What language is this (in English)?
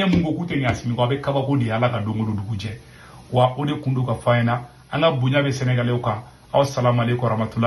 Bambara